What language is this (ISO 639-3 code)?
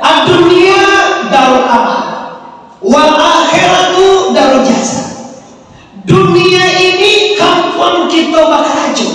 min